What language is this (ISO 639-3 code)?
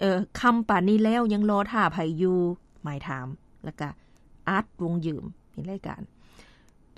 lao